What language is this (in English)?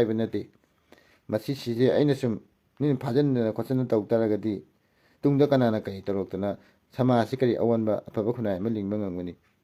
Manipuri